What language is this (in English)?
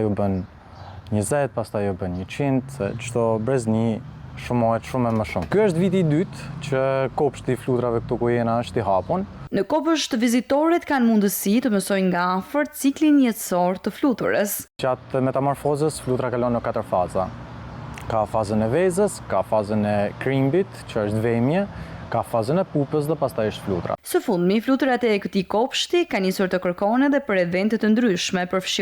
Albanian